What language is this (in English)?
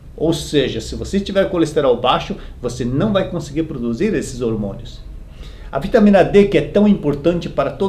Portuguese